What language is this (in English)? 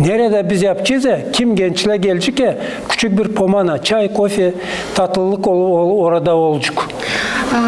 Gagauz